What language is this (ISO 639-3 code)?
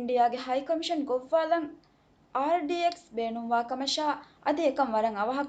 div